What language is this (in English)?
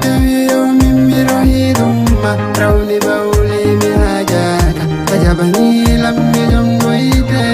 Fula